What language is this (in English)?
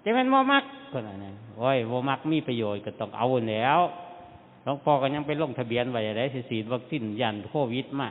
Northeastern Thai